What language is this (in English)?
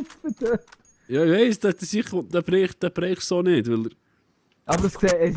Swiss German